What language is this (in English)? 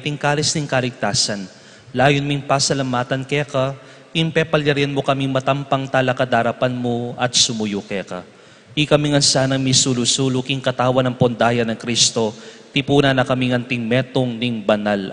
Pampanga